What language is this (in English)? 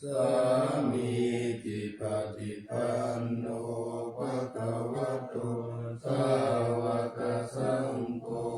Pali